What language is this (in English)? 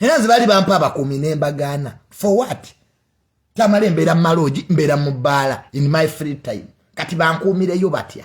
Ganda